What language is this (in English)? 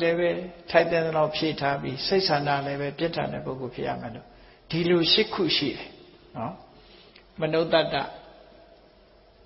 Burmese